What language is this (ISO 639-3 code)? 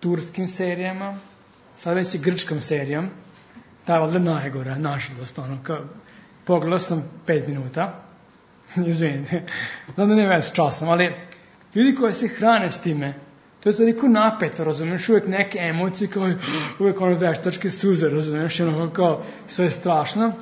srp